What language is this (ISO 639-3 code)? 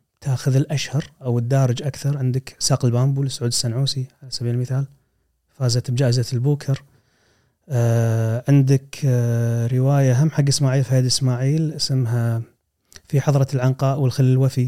afb